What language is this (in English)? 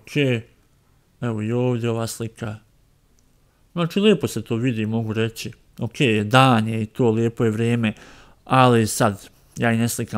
Croatian